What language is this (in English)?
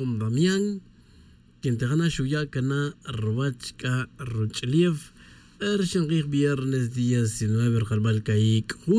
Tz'utujil